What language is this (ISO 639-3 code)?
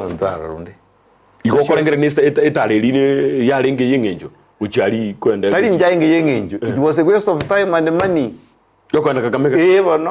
guz